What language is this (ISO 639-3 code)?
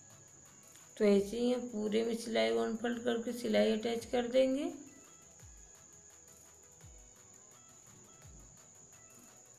hin